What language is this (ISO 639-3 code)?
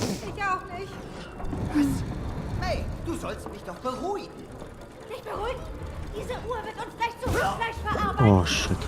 gsw